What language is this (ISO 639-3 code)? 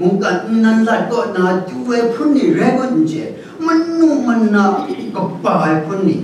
kac